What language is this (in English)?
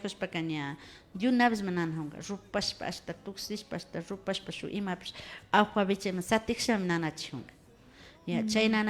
Imbabura Highland Quichua